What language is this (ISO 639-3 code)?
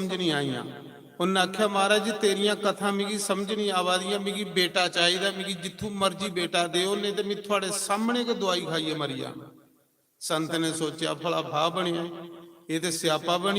doi